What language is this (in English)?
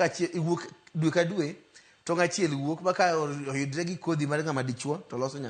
Luo (Kenya and Tanzania)